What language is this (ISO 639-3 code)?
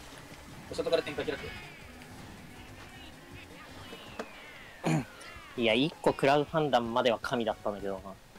jpn